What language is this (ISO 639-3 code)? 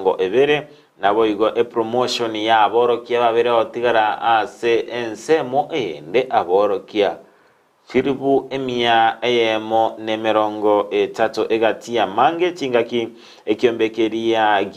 guz